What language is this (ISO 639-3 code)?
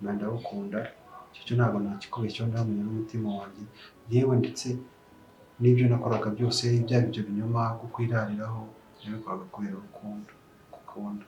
kin